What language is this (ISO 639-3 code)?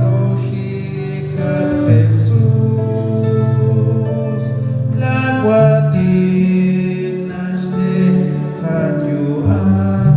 kek